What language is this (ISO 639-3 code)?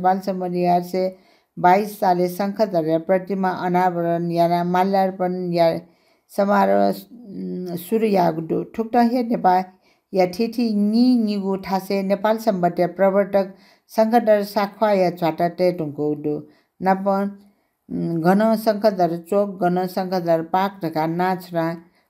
new